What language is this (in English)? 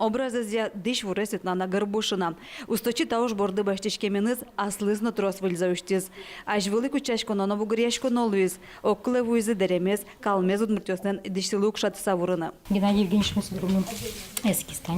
Udmurt